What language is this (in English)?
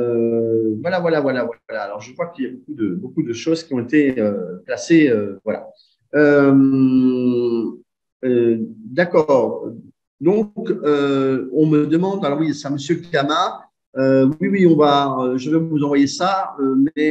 French